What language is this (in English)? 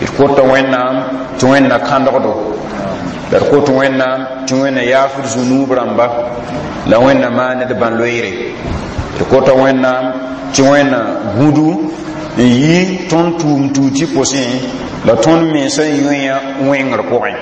Mossi